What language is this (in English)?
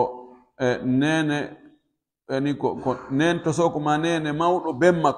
Pular